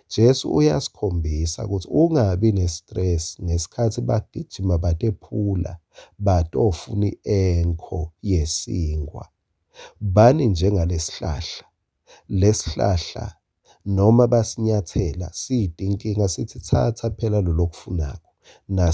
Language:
Swati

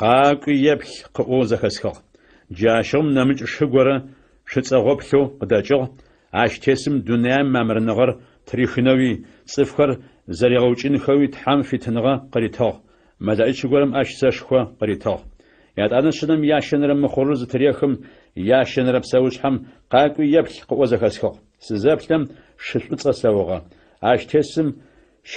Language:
Adyghe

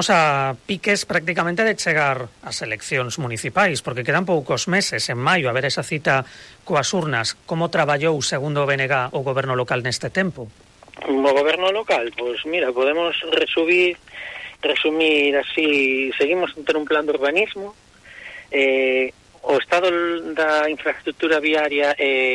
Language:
Galician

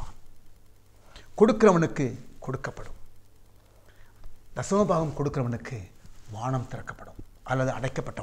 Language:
Tamil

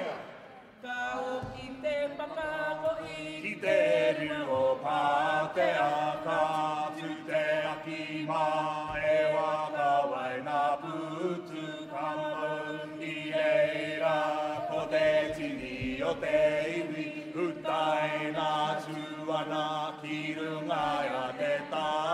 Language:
Māori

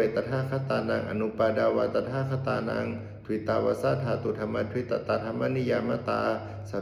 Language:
Pali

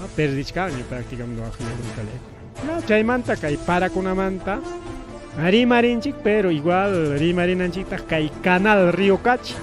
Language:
Ayacucho Quechua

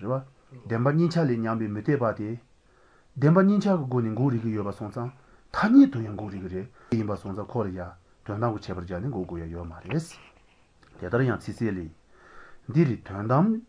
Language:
Latvian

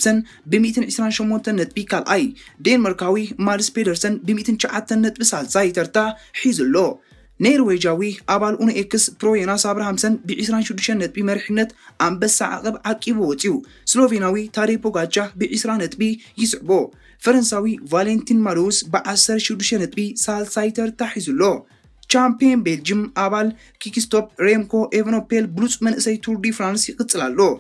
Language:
Tigrinya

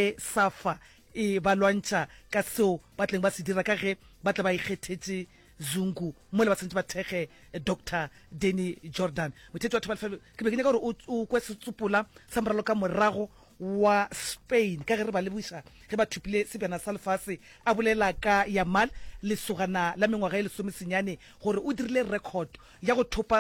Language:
Northern Sotho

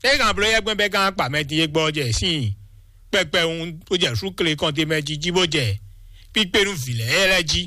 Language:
Fon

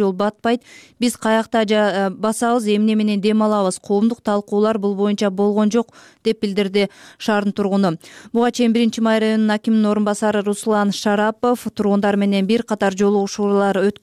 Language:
Kyrgyz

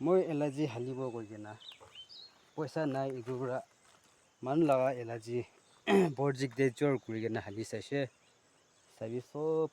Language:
Naga Pidgin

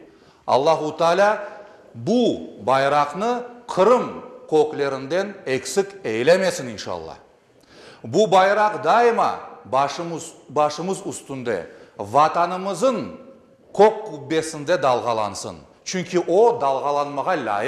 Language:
Crimean Tatar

